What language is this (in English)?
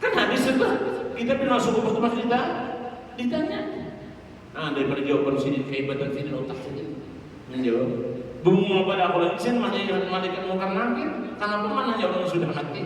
Banjar